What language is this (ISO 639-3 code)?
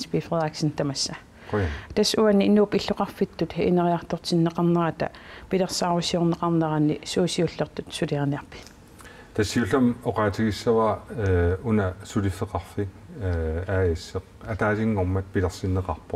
kal